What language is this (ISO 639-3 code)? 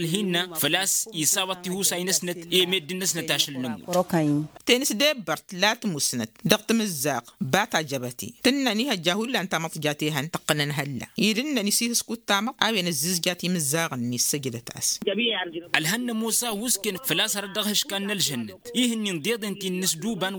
taq